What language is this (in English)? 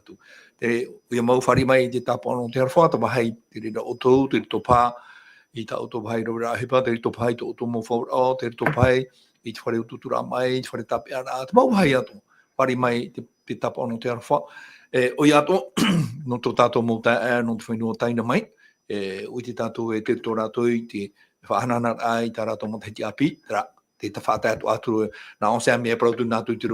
Tahitian